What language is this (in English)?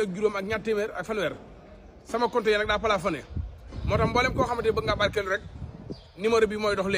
Wolof